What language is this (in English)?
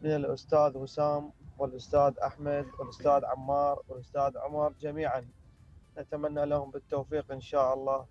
Mesopotamian Arabic